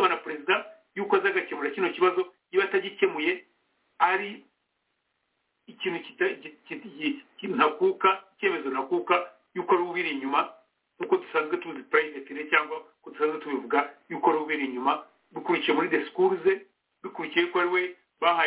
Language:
Kinyarwanda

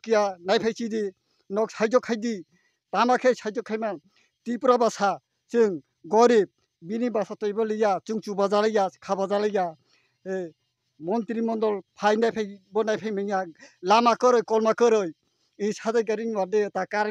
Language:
Kok Borok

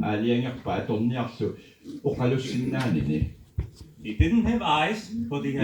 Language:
Kalaallisut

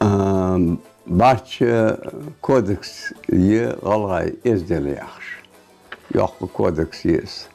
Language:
Ingush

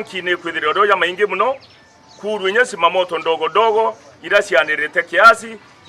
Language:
Meru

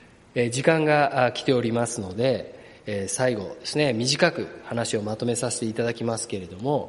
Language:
Japanese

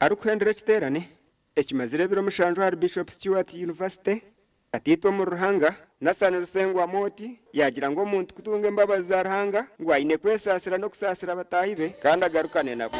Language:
Nyankole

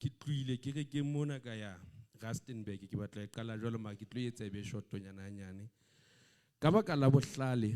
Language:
Southern Sotho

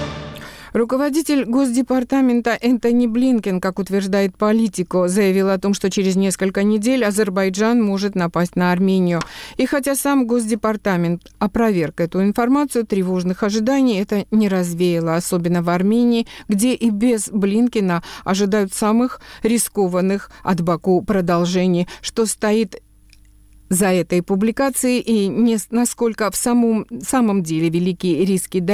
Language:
Russian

